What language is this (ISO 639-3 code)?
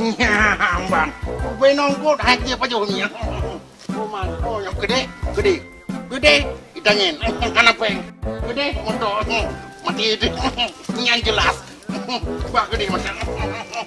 ace